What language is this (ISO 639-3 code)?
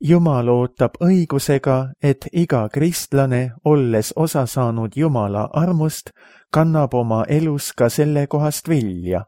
est